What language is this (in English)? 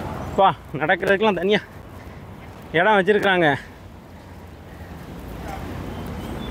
Tamil